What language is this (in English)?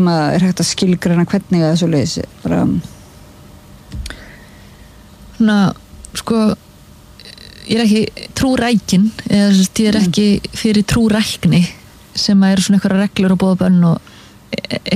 Icelandic